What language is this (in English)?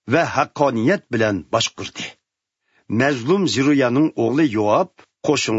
Uyghur